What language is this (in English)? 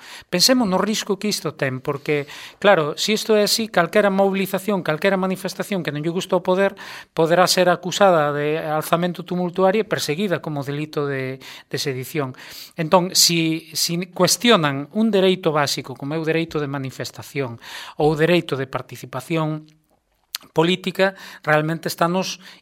Galician